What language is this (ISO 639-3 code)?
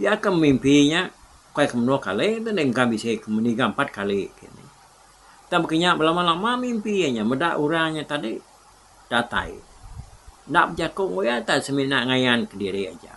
iba